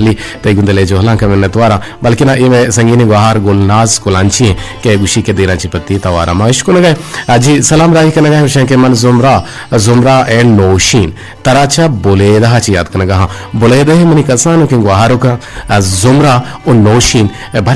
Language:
Eastern Balochi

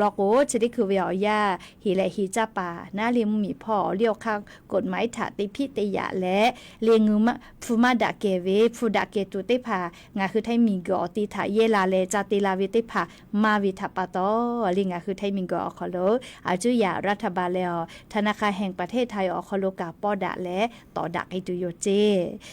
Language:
Lahu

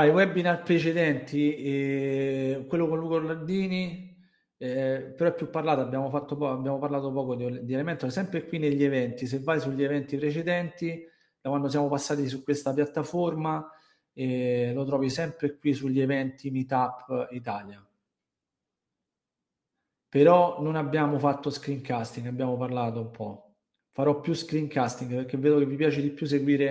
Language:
Italian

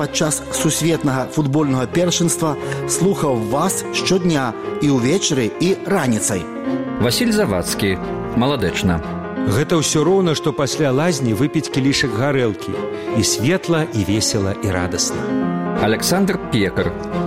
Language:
Belarusian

